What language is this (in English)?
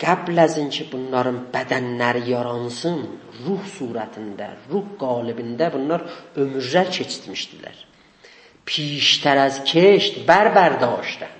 South Azerbaijani